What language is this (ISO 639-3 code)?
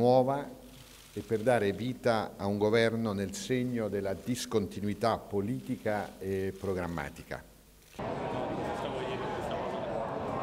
ita